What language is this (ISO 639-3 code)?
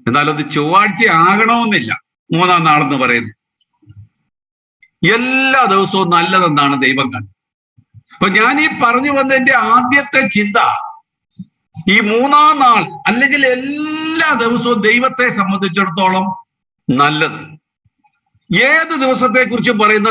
mal